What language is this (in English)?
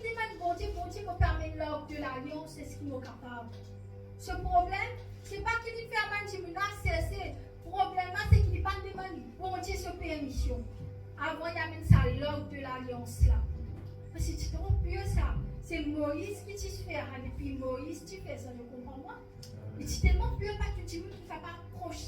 Morisyen